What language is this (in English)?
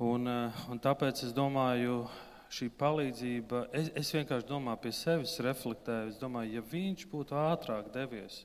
Latvian